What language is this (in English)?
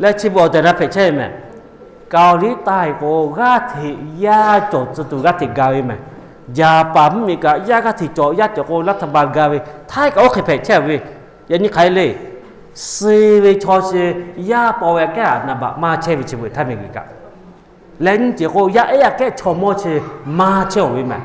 Lahu